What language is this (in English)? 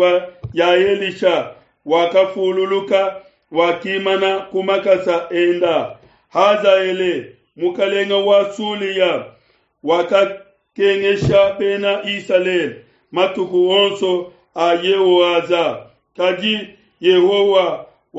Luba-Lulua